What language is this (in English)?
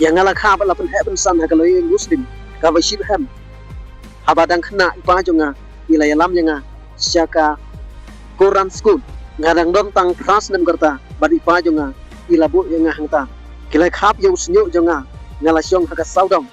Khasi